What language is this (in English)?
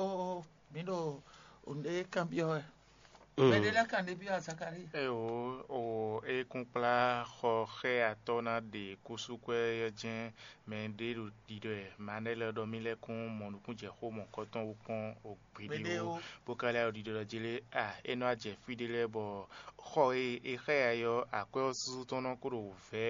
Fon